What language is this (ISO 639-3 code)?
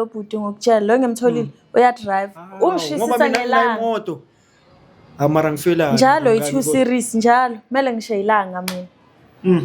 zul